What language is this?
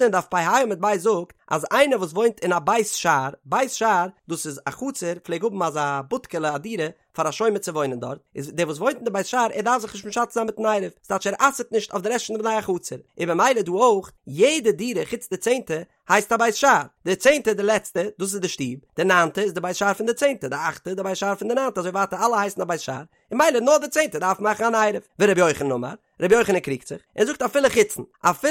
Yiddish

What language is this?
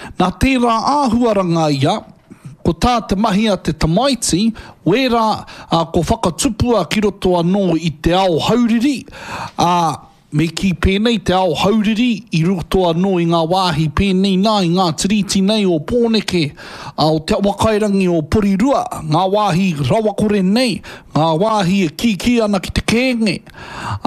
Māori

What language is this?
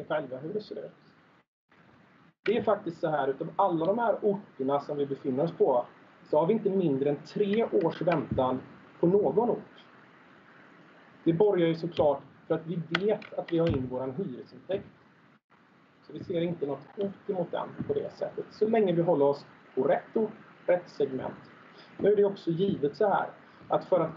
Swedish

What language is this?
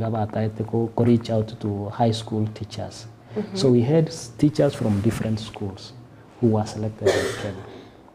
Gusii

